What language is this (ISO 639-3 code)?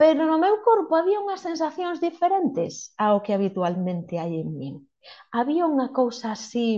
glg